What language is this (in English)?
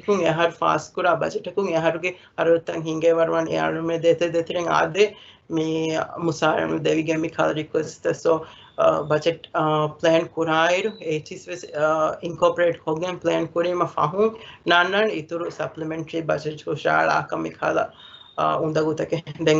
Divehi